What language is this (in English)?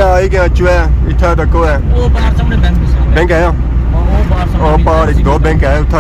Pahari-Potwari